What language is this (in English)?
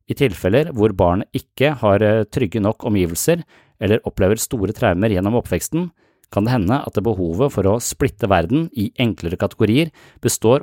Norwegian